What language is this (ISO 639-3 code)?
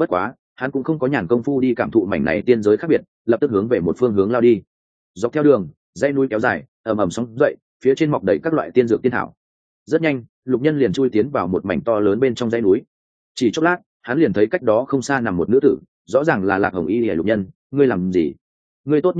vie